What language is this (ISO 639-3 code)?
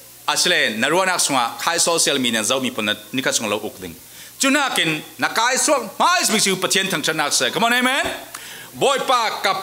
cfm